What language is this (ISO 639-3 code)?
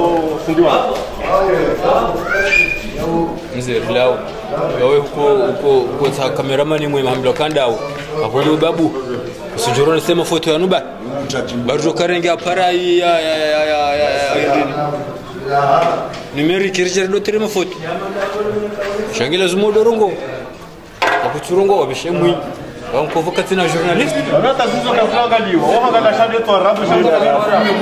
swa